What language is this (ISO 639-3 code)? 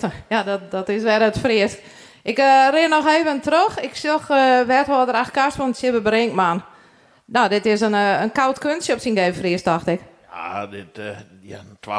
fry